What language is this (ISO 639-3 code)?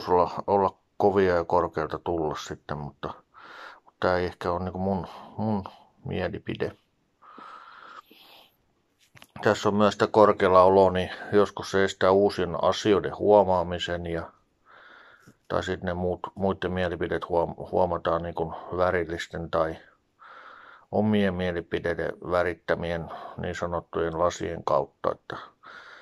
fin